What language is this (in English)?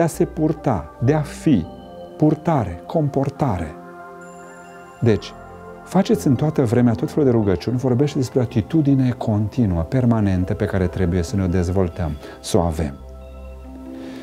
Romanian